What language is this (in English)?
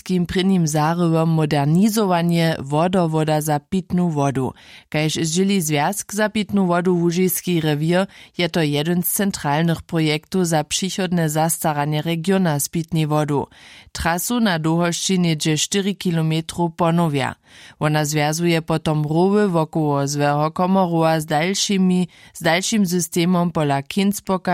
Upper Sorbian